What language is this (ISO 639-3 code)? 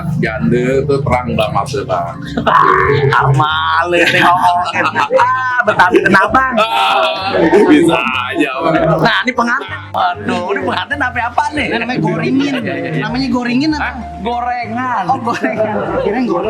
bew